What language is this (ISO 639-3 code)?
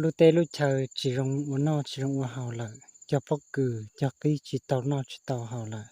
hmn